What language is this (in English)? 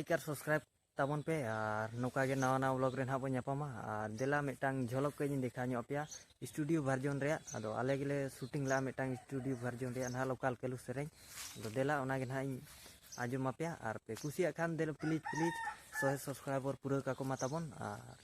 Santali